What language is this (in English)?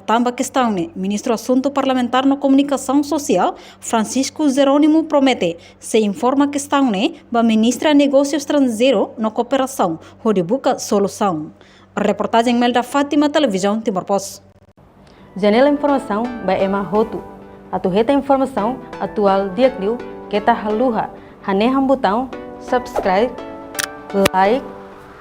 Tetum